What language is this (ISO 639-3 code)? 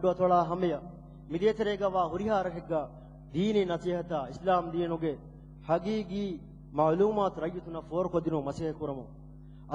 div